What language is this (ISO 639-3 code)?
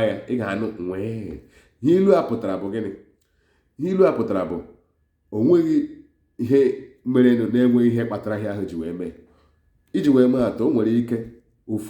ibo